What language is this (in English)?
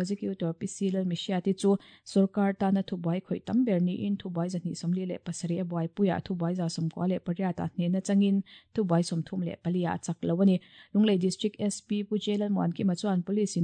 Mizo